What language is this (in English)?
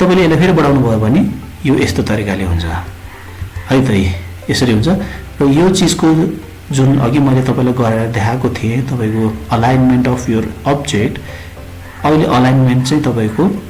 Nepali